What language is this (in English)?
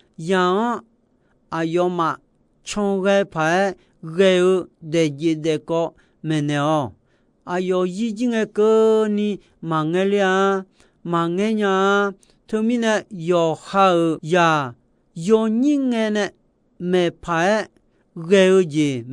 Akha